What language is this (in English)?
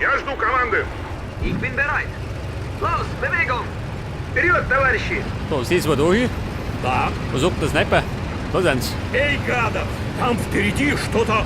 Bavarian